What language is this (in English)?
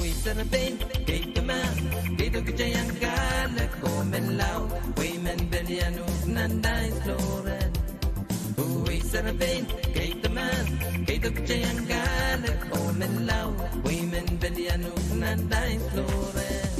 Pohnpeian